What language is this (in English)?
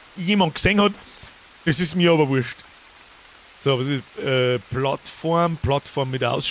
Bavarian